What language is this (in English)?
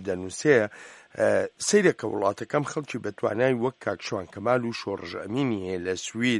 Central Kurdish